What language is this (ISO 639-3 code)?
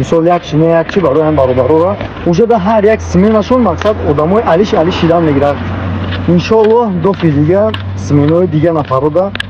tgk